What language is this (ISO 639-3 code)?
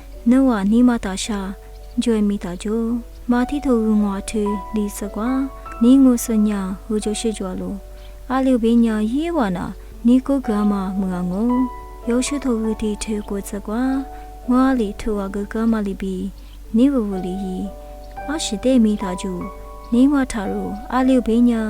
lis